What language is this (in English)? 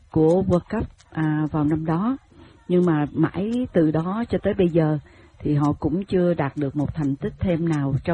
Vietnamese